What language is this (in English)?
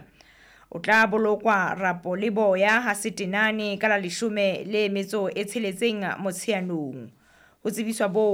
Southern Sotho